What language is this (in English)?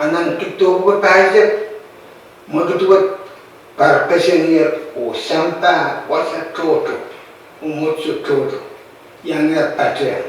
Pohnpeian